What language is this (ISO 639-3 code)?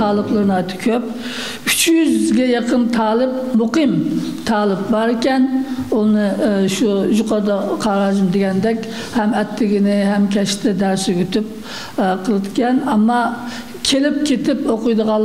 uig